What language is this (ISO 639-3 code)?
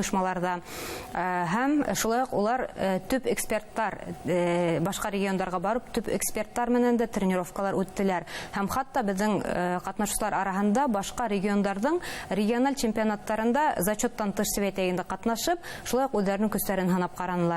bak